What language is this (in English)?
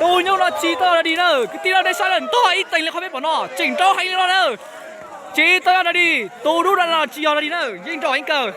Hmong